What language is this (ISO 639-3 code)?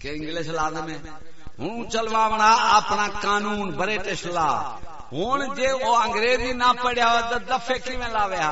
skr